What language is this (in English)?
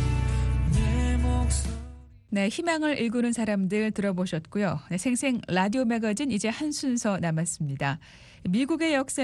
Korean